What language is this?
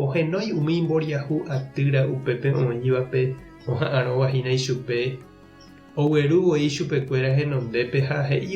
Guarani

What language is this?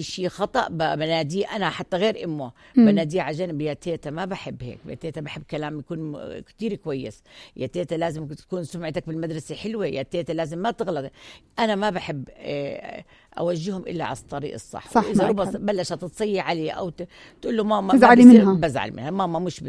North Levantine Arabic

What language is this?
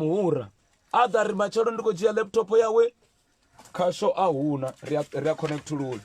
Venda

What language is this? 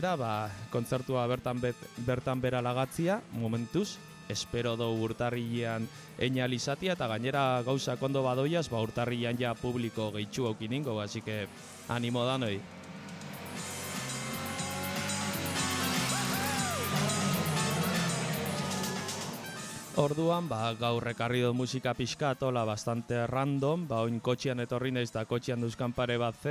Basque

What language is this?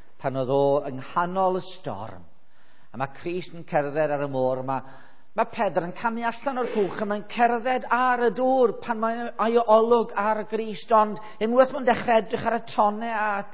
Welsh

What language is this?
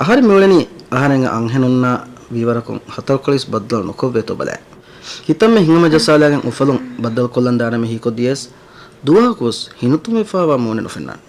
Divehi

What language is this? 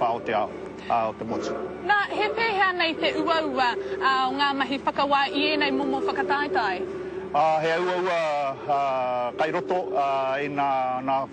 Māori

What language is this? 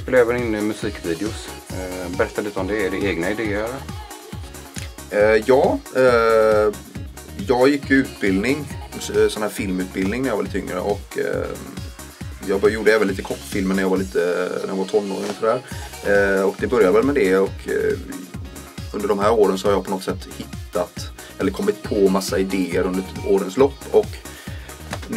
Swedish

